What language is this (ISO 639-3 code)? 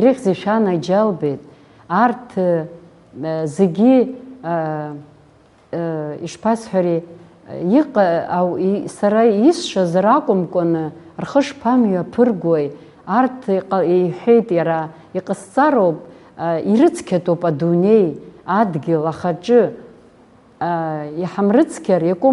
abk